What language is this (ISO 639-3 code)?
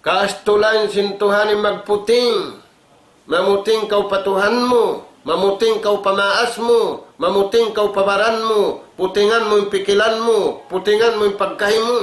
tsg